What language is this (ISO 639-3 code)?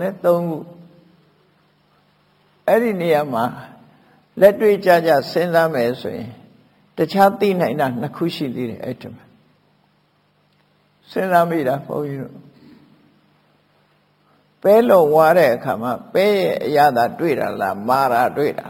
mya